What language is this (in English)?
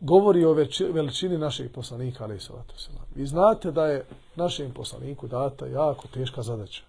Bosnian